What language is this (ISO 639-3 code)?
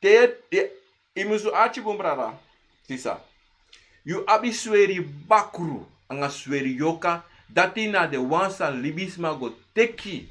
srn